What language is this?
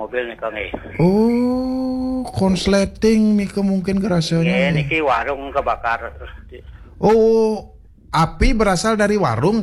Balinese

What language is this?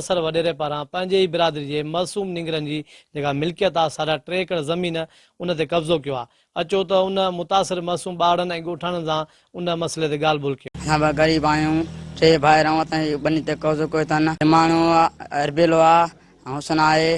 Sindhi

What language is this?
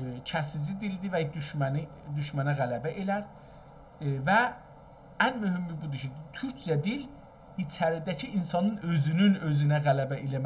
South Azerbaijani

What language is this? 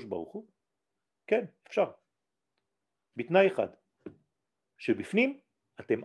Hebrew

